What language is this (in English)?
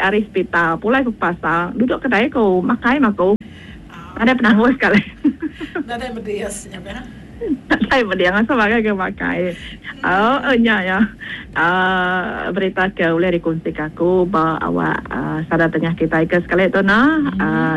Iban